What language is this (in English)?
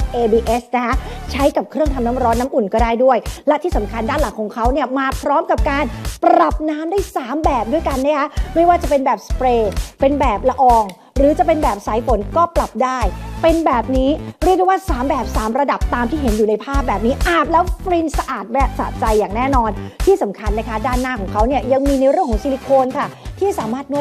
Thai